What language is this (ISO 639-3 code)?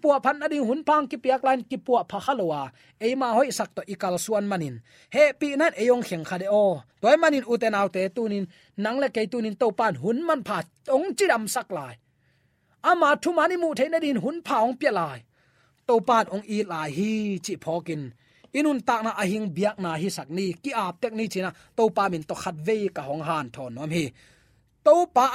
ctd